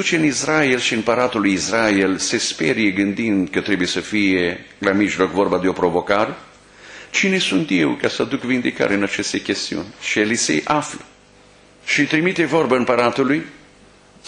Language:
Romanian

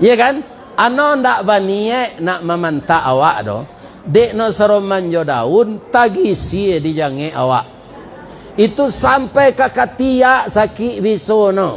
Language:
Minangkabau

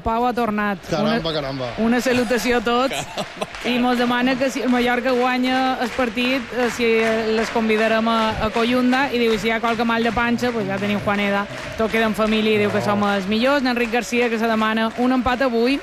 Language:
Catalan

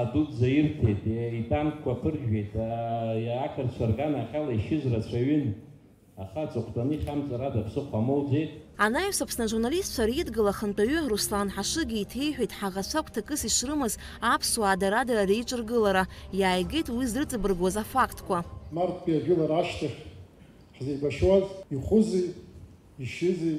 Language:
Abkhazian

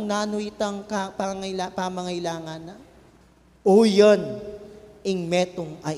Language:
Pampanga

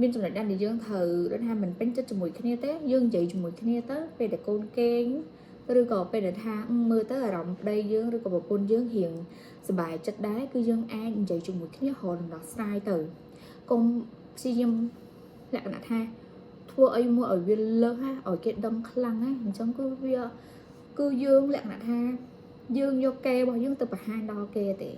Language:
Khmer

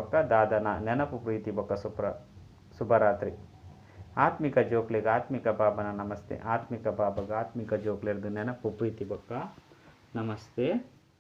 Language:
Tulu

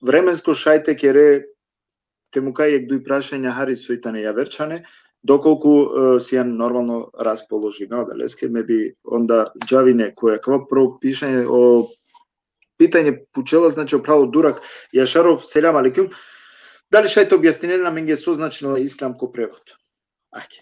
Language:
Balkan Romani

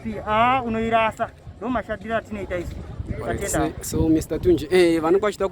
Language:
Shona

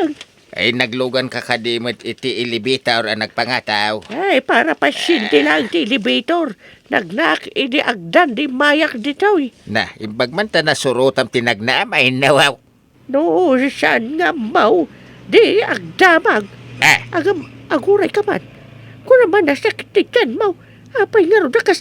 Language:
Iloko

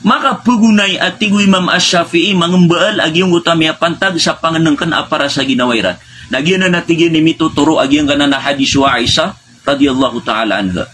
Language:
Maranao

